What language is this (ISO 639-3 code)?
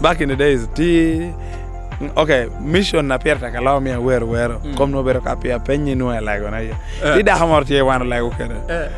laj